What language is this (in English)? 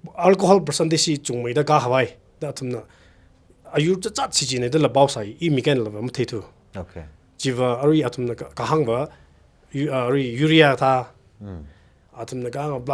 Tangkhul Naga (India)